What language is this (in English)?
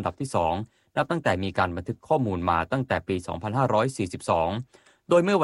Thai